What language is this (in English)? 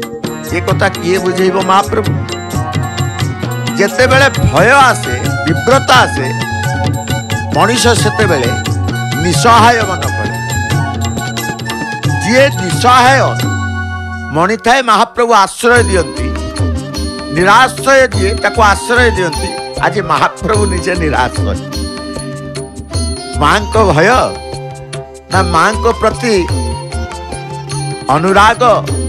Odia